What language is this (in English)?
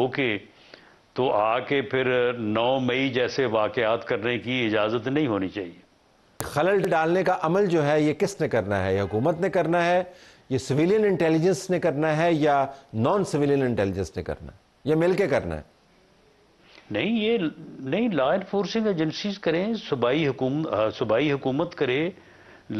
Urdu